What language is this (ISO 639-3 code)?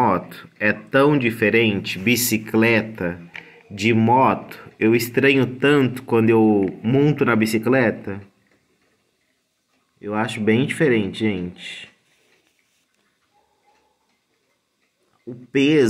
por